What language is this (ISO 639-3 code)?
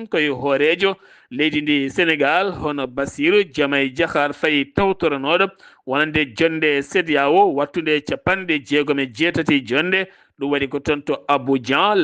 ful